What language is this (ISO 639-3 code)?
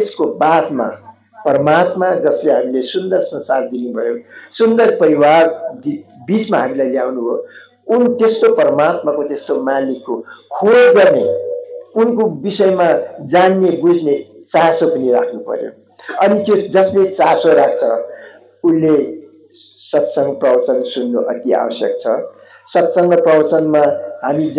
nep